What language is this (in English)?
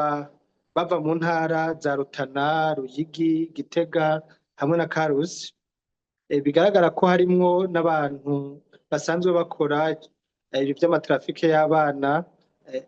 Rundi